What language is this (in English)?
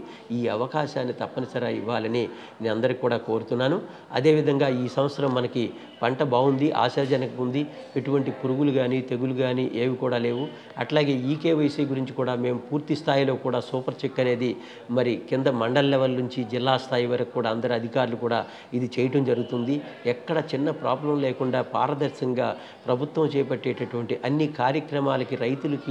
Telugu